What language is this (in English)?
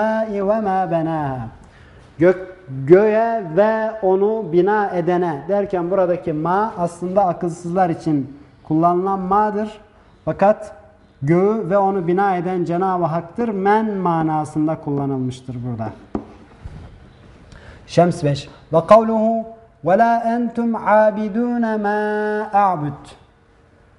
Turkish